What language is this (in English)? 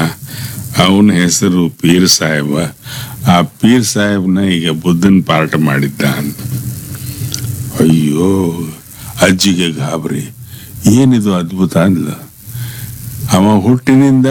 Kannada